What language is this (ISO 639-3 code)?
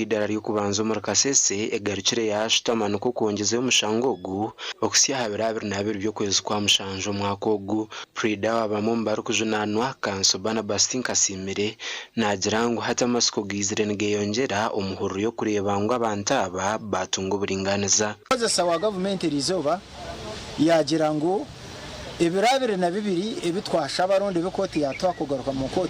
nyn